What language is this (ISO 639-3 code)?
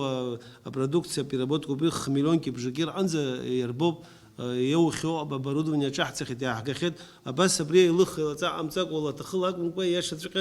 abk